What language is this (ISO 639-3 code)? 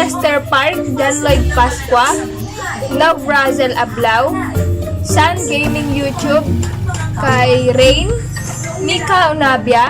ilo